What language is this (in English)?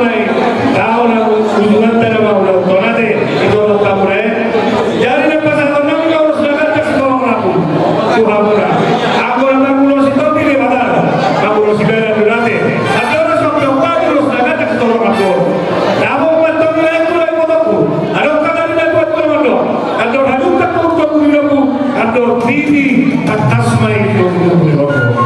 Batak Toba